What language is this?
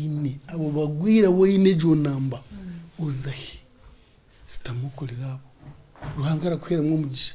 Nyankole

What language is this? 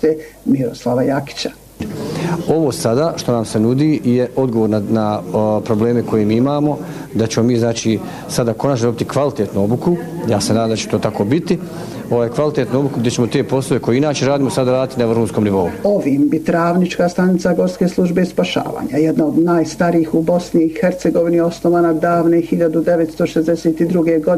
Bosnian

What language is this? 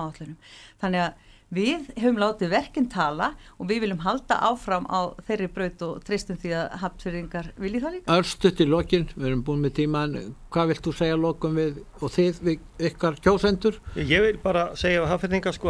Icelandic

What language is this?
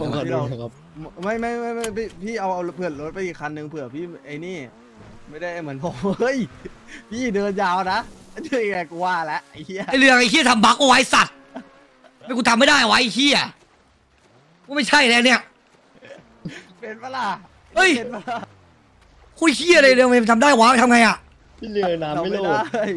Thai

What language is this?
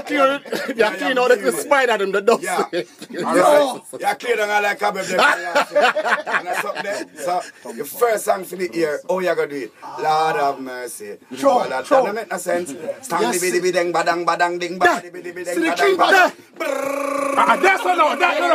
Jamaican Creole English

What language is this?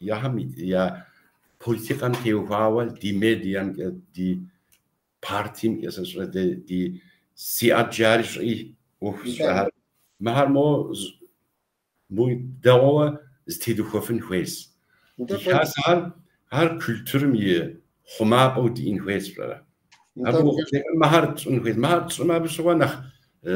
Kabardian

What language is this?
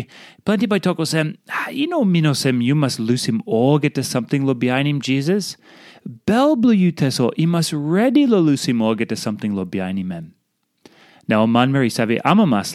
Tok Pisin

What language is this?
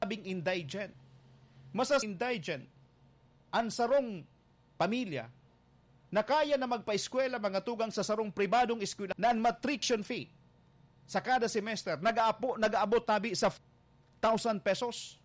Bikol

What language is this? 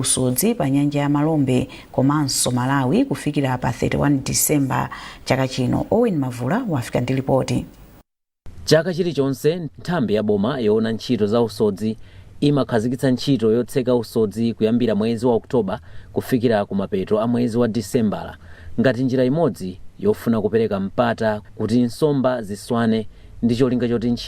Nyanja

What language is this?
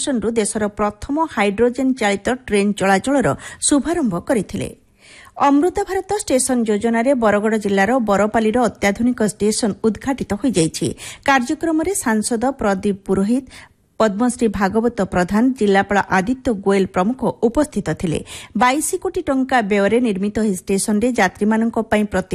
Odia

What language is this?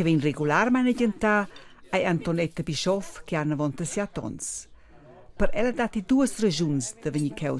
Romansh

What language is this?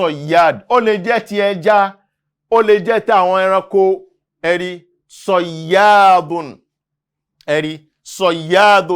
Yoruba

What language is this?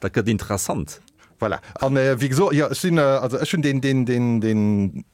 Luxembourgish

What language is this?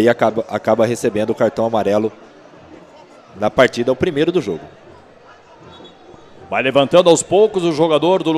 Portuguese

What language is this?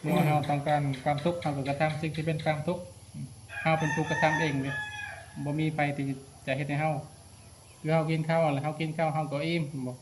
Lao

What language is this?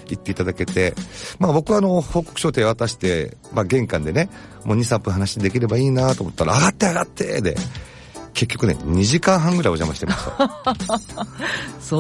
Japanese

